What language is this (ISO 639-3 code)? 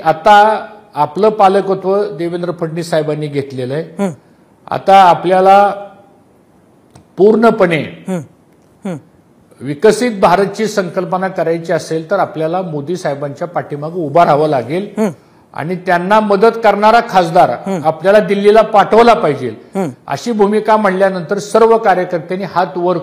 mar